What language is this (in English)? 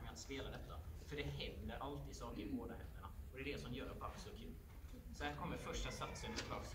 Swedish